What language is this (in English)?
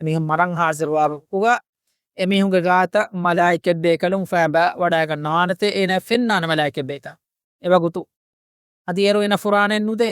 Divehi